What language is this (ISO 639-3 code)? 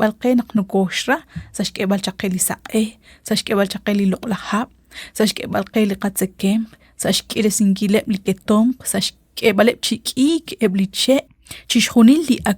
kek